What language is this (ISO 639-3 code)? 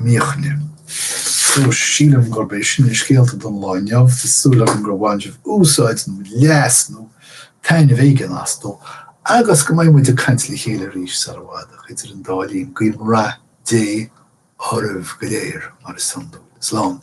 gle